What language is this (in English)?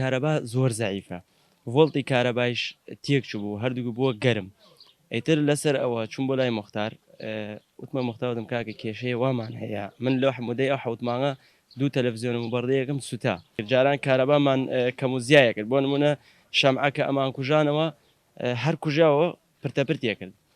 Central Kurdish